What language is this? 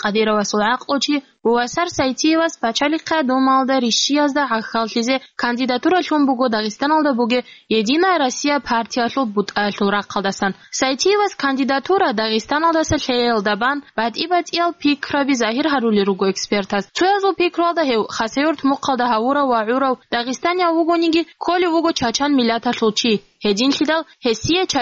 Avaric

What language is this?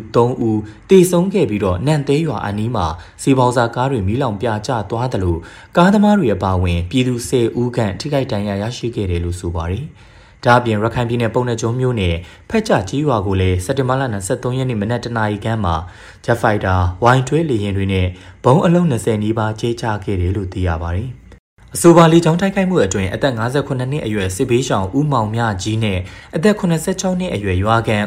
Burmese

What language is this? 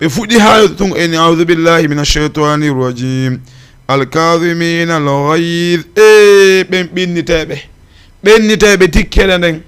Fula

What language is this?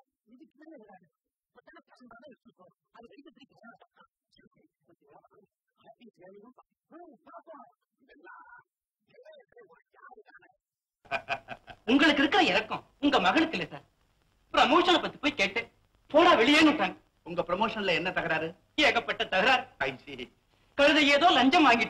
Tamil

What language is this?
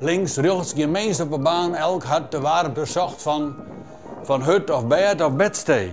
Western Frisian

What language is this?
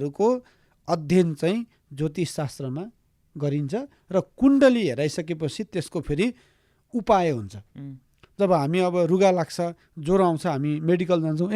Nepali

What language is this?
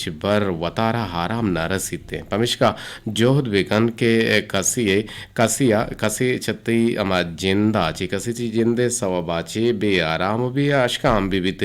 Eastern Balochi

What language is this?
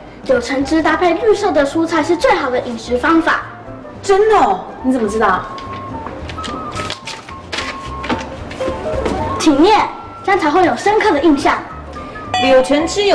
Chinese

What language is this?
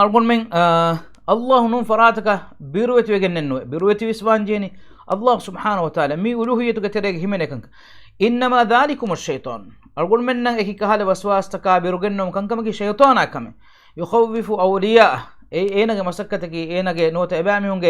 Divehi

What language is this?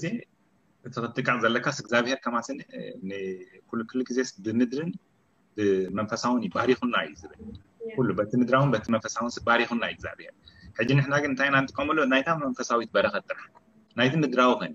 Tigrinya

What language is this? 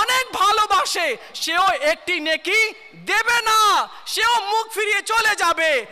Bangla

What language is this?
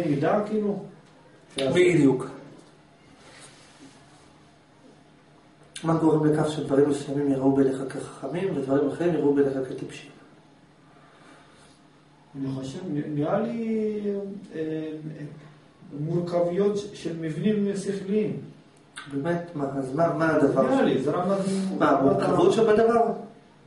Hebrew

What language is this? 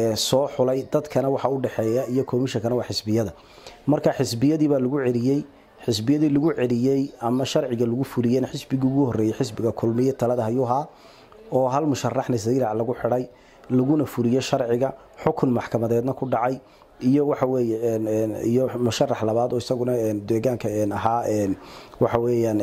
Somali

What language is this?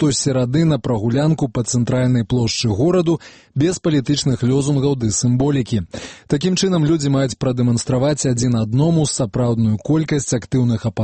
Belarusian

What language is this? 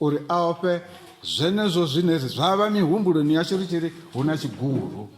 Venda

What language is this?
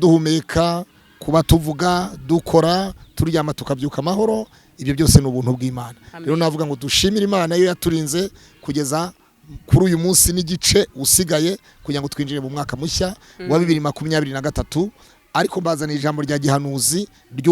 Kinyarwanda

